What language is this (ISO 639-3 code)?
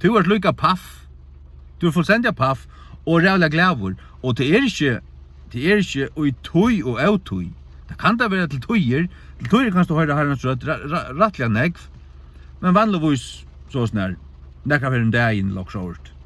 fao